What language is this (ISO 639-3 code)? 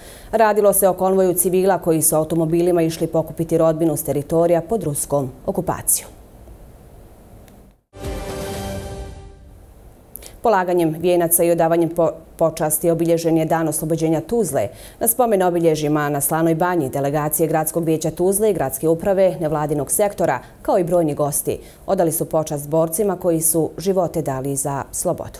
bos